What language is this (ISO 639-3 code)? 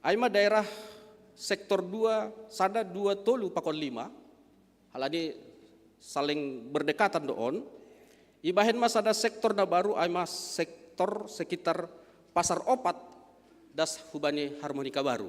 bts